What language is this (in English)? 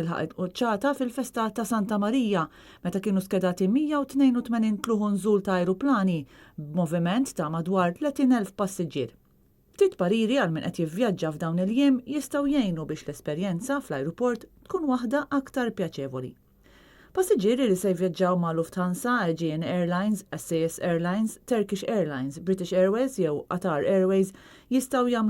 Maltese